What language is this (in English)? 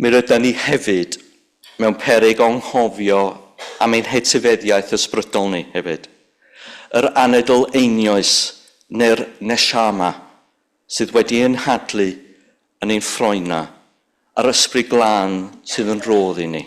Welsh